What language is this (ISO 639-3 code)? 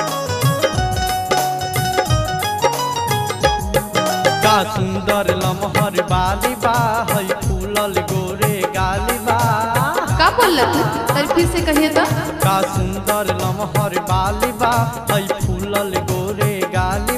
bho